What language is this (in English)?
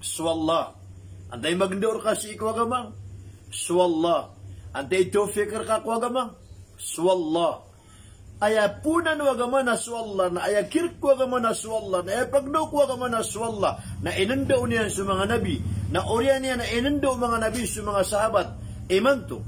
Maranao